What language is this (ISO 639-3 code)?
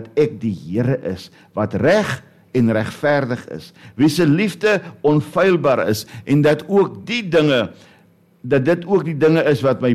afr